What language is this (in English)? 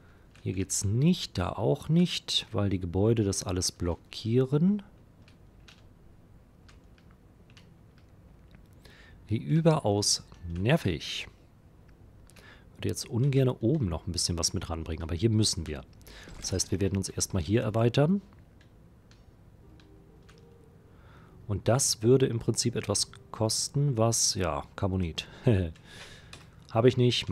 German